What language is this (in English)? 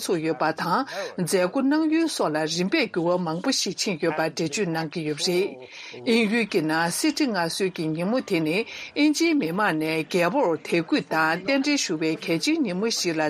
Tibetan